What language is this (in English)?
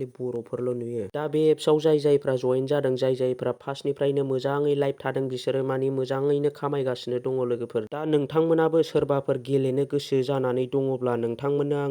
Bodo